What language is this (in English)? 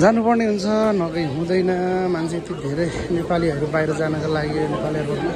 Nepali